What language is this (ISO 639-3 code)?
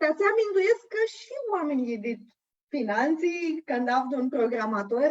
rup